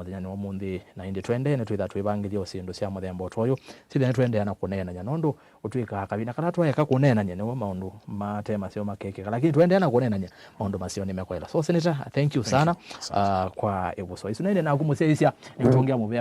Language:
Kamba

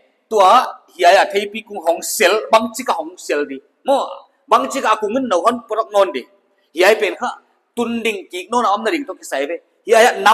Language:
Paite Chin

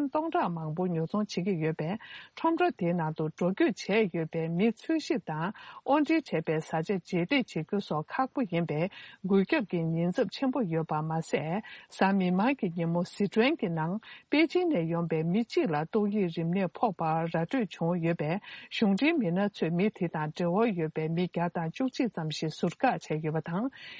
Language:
Tibetan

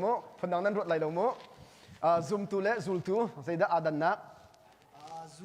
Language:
Hakha Chin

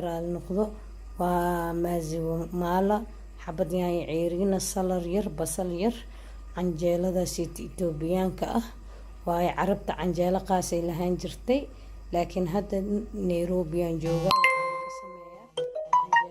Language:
Somali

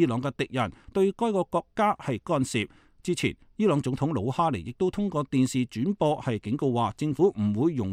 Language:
Cantonese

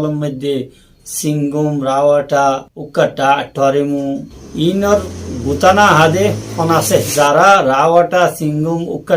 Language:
Rohingya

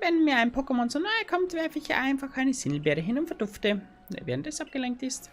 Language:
Bavarian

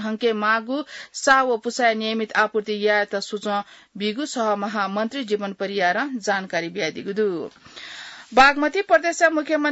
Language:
Newari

